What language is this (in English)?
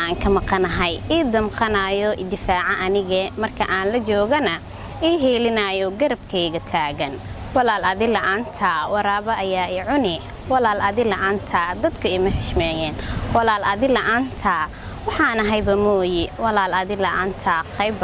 Somali